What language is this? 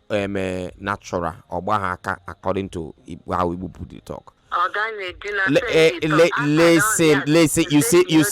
Nigerian Pidgin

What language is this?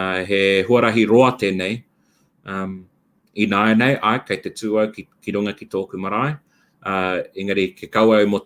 Māori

